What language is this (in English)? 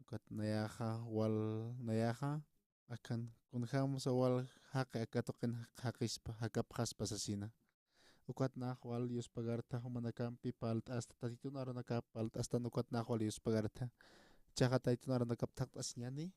Aymara